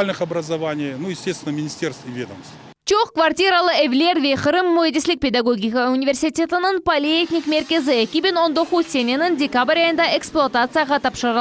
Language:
Crimean Tatar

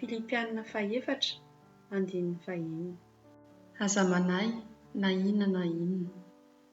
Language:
Malagasy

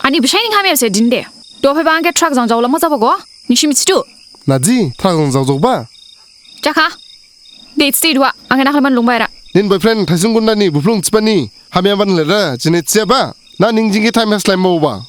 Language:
Dimasa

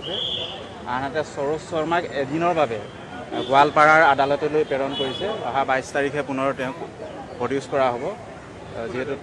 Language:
Assamese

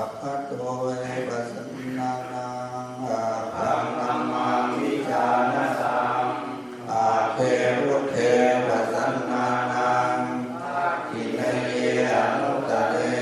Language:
Pali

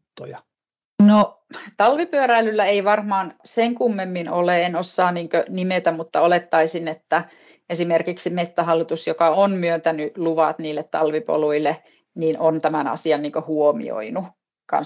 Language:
Finnish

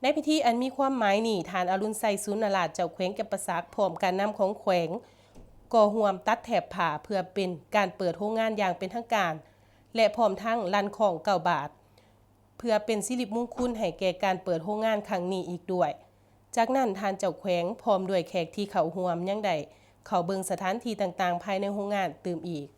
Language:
Lao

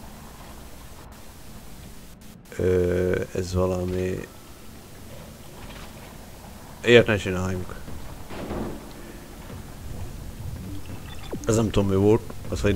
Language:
Hungarian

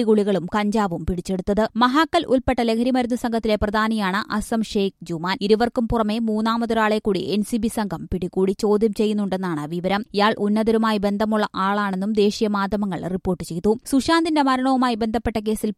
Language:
Malayalam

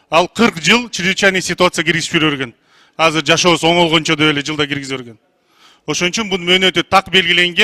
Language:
Kyrgyz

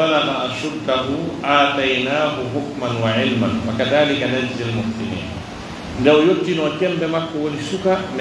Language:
Pular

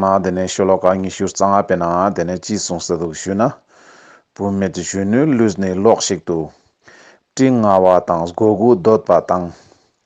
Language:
Ladakhi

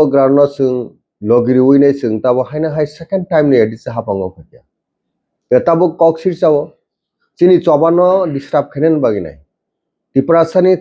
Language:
Kok Borok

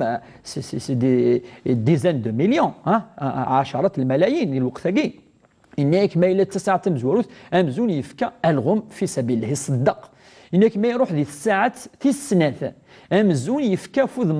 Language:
Kabyle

